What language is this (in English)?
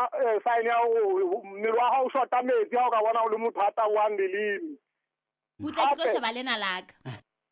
Southern Sotho